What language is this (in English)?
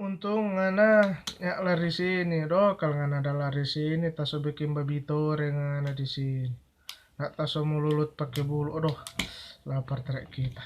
Manado Malay